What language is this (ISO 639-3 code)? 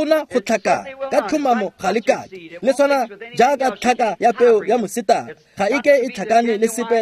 tsn